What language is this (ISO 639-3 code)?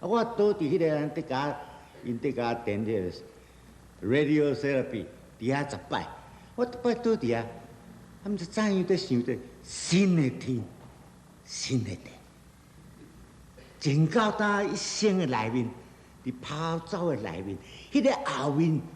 nan